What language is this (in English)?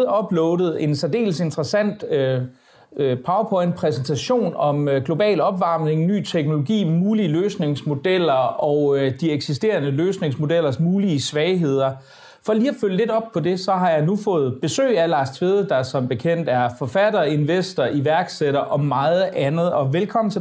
Danish